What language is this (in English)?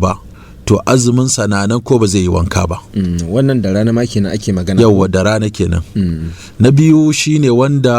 Hausa